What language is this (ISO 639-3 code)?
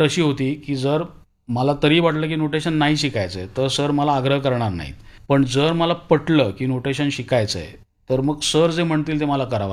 mar